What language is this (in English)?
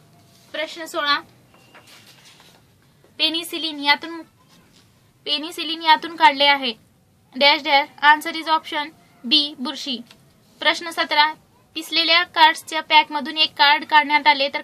Marathi